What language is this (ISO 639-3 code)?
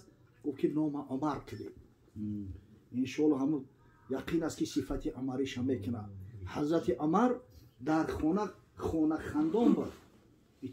tgk